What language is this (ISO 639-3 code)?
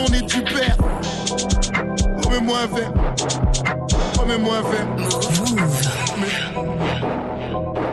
fra